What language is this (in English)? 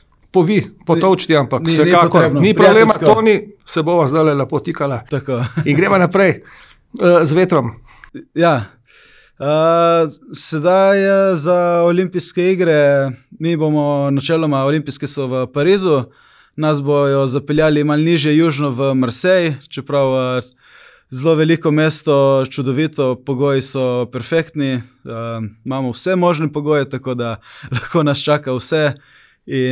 Slovenian